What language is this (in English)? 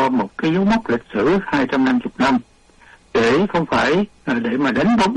Vietnamese